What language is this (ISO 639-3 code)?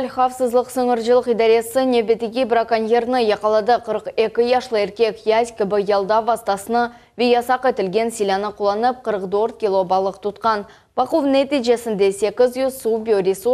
crh